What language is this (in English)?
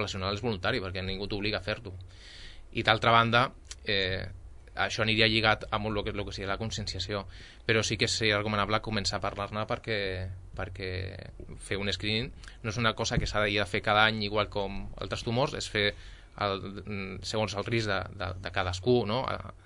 Catalan